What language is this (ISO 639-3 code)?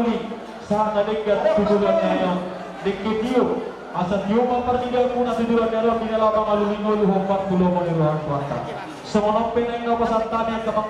bbc